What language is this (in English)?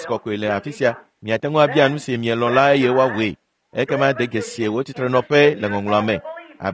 Ewe